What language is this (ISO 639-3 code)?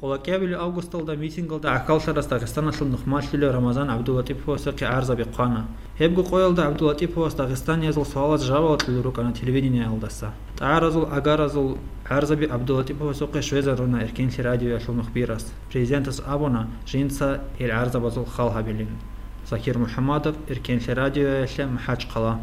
ava